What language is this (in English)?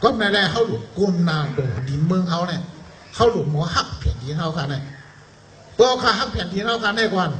Shan